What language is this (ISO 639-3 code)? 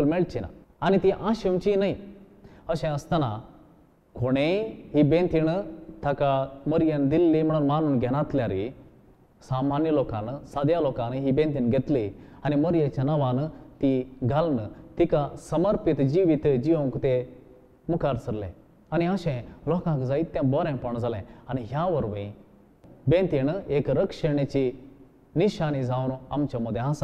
kok